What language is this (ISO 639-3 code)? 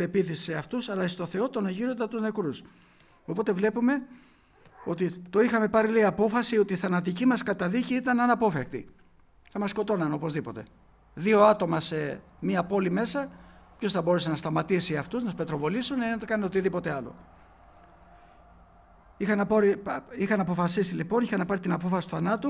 ell